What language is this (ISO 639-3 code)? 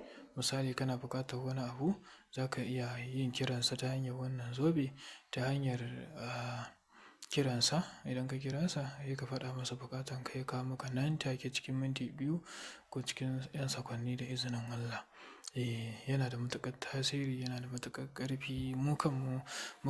hau